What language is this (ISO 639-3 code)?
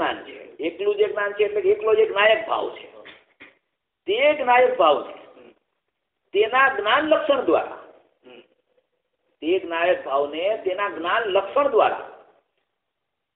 guj